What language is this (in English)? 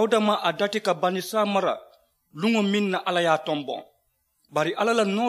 Mandingo